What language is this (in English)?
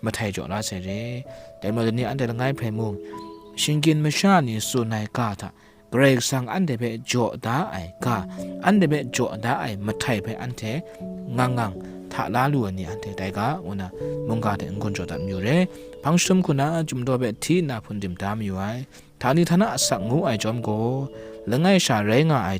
Kachin